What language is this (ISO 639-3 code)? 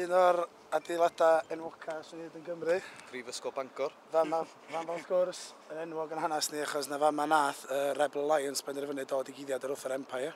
cym